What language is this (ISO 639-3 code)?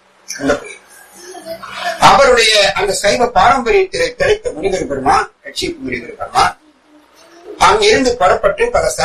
tam